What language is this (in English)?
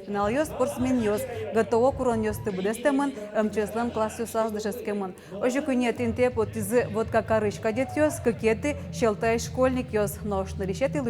Udmurt